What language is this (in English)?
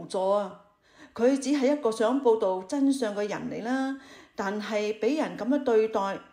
Cantonese